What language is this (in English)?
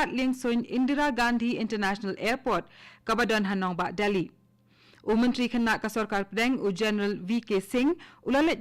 Khasi